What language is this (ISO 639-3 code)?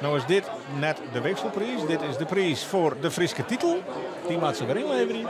fry